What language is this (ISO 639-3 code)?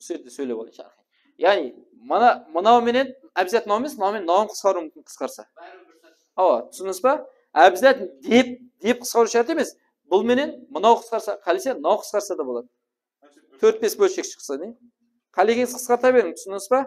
kaa